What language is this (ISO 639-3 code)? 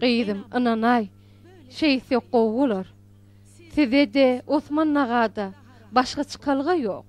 tuk